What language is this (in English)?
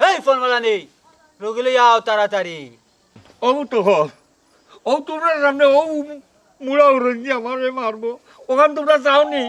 Sylheti